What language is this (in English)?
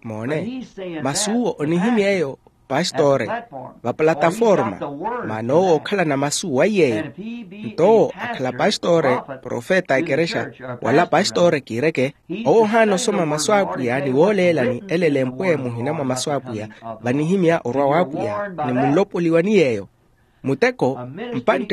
Makhuwa